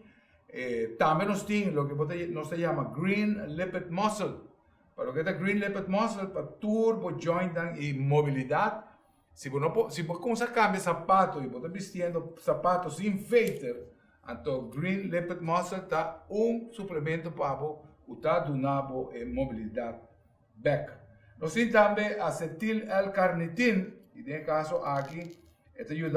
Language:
Papiamento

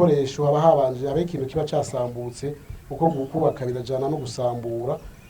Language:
Rundi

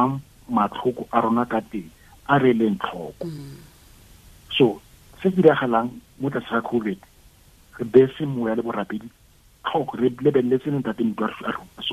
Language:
Tswana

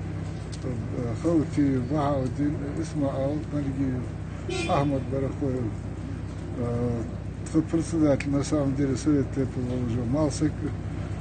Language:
Ingush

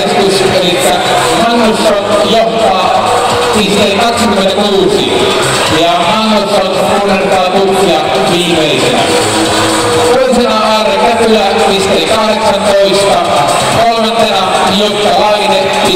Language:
Finnish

